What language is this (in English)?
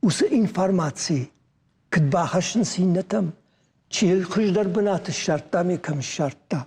Ossetic